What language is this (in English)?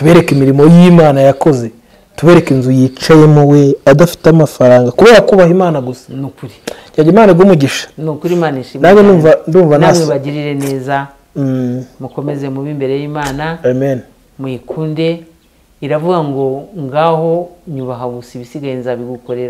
Kinyarwanda